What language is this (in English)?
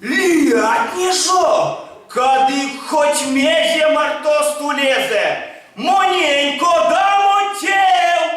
Erzya